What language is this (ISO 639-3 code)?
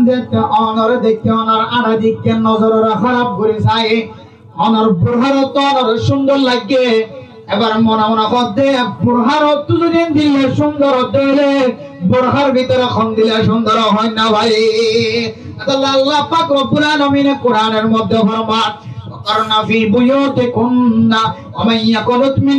rhg